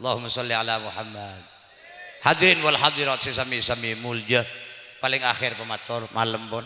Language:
Madurese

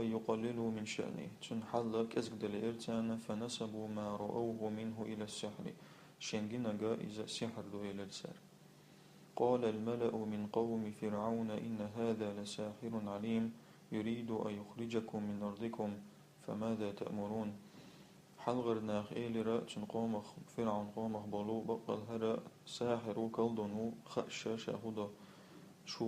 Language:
Chechen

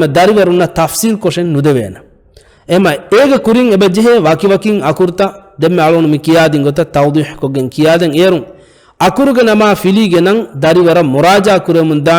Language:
Divehi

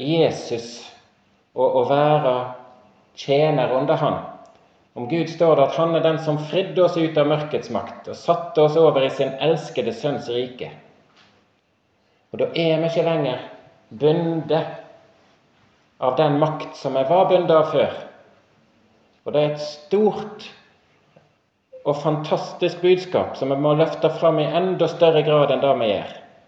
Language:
Norwegian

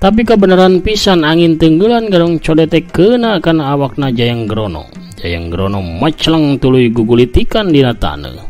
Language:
Sundanese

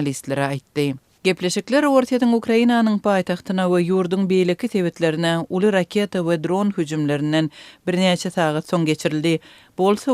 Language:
Turkmen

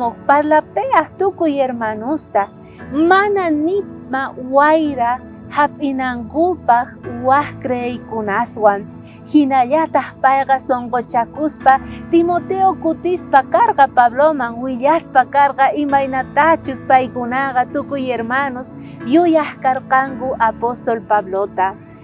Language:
South Bolivian Quechua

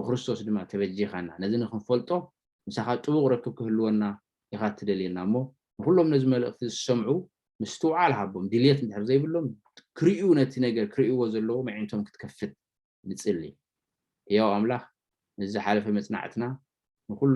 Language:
Tigrinya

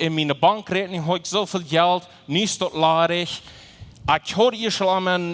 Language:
Plautdietsch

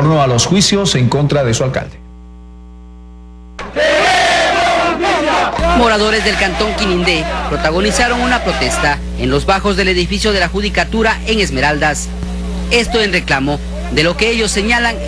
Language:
Spanish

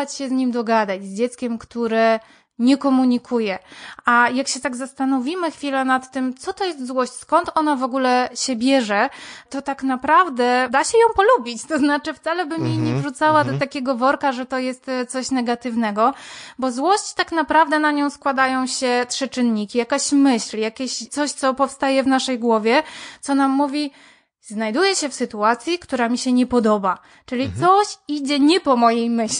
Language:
Polish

